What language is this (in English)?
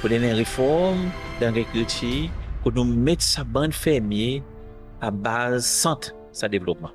Seselwa Creole French